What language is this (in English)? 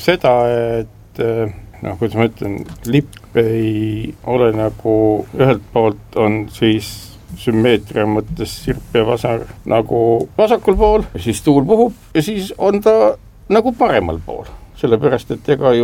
Estonian